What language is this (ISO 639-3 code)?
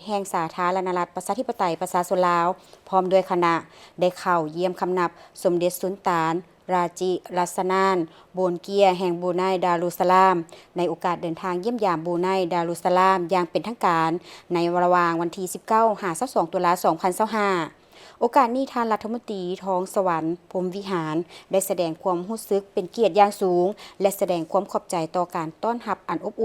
lao